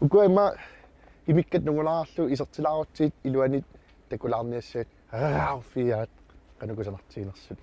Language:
Kalaallisut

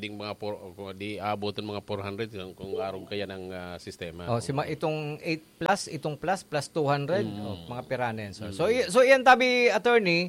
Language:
Bikol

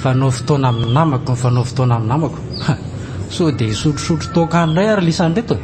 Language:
Malagasy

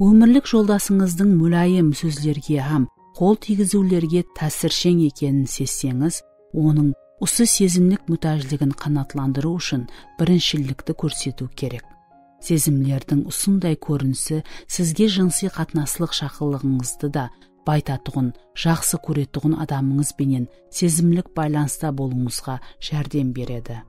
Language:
Kara-Kalpak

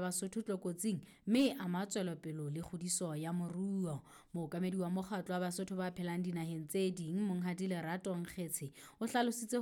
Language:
Southern Sotho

